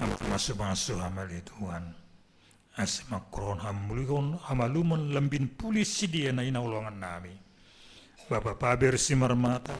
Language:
Batak Simalungun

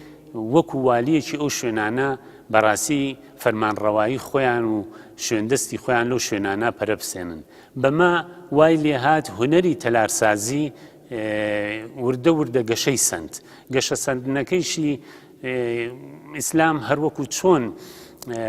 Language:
Central Kurdish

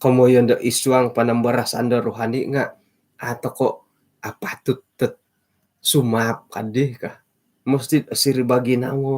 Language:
Central Dusun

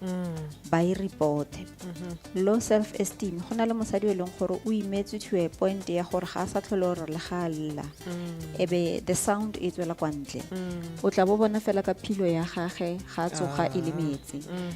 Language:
Tswana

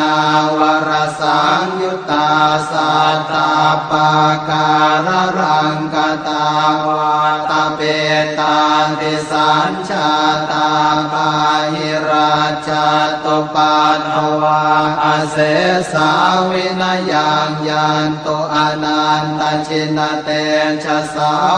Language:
Pali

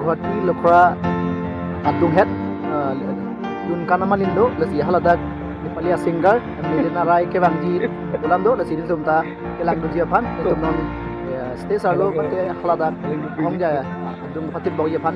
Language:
Karbi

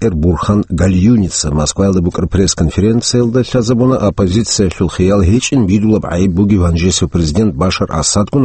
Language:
Avaric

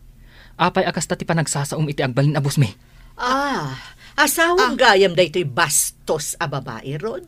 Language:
Iloko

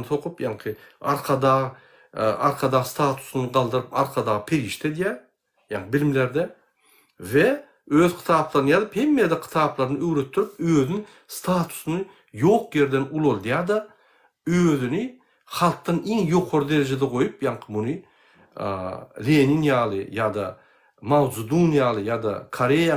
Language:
Turkmen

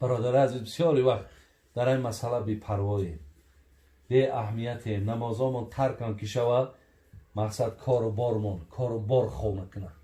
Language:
Tajik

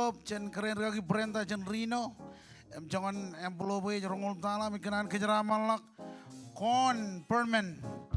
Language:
Marshallese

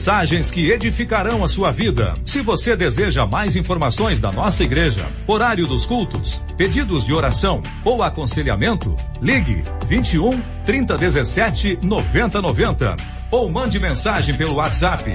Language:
Portuguese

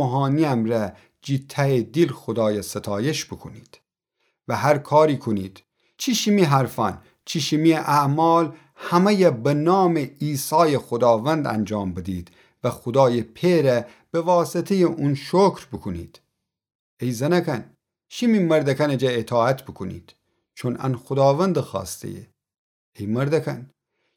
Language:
Gilaki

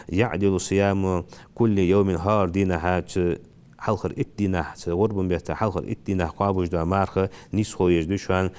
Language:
Ingush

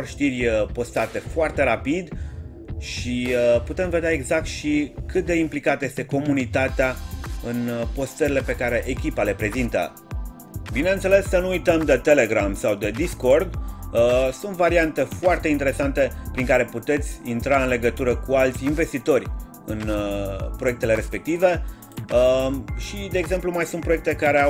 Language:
Romanian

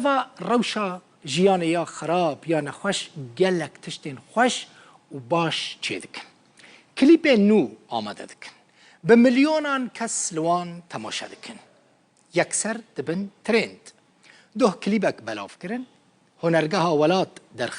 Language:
Kurdish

